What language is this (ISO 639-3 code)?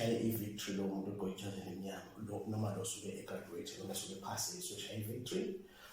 zul